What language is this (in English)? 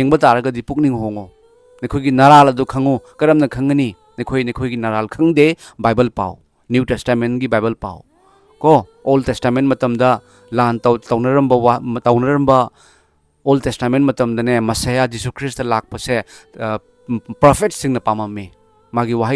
Manipuri